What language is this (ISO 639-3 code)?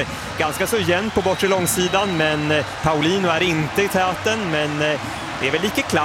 swe